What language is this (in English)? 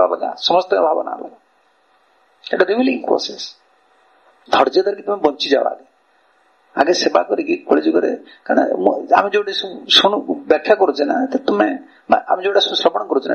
Odia